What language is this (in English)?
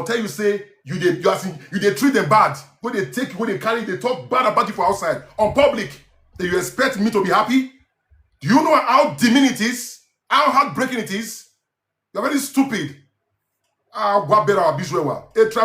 Nigerian Pidgin